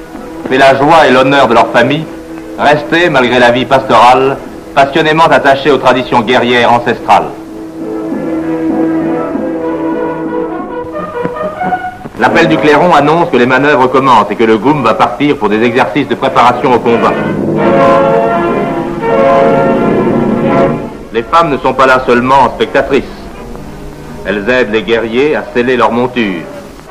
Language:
French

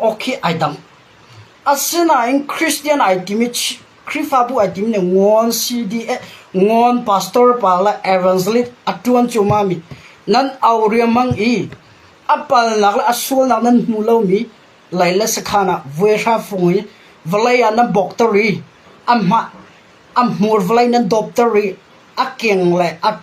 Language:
Hakha Chin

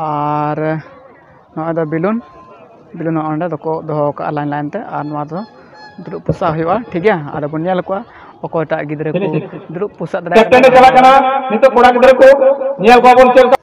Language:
Santali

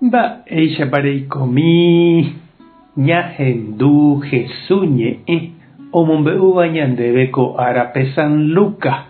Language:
Guarani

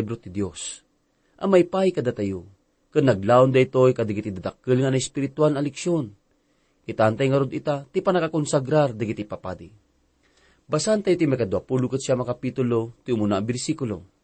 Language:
Iloko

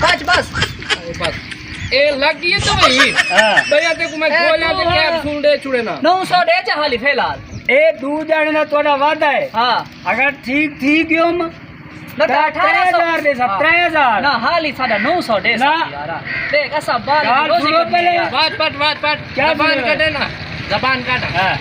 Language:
Saraiki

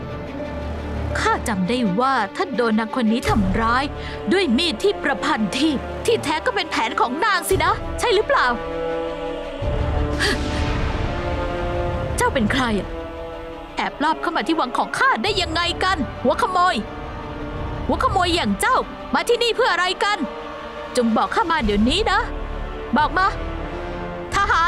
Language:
Thai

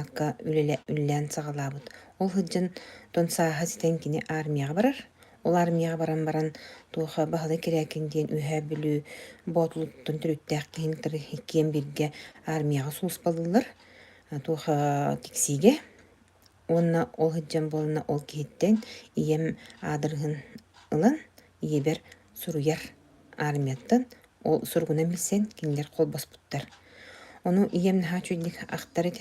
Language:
Yakut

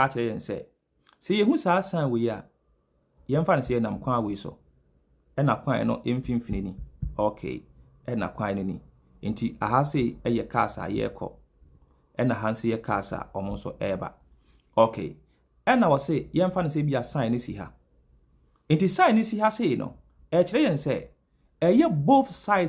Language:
Akan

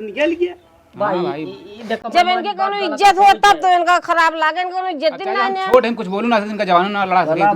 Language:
Awadhi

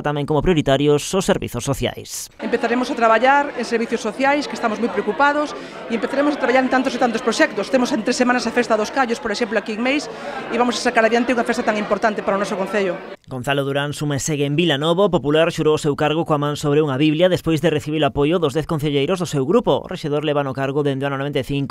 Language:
Galician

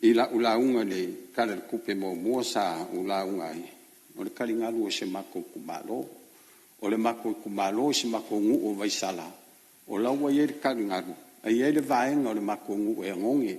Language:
Samoan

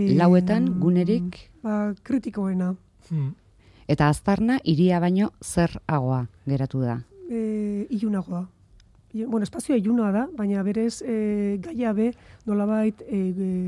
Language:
Basque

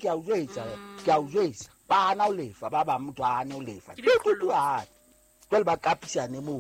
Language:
Southern Sotho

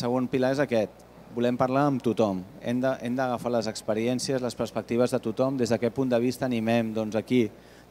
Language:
Catalan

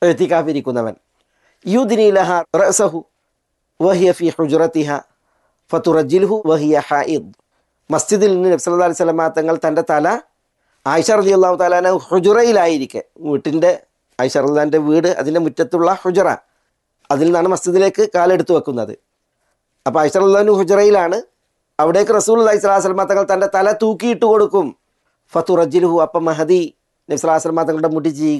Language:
Malayalam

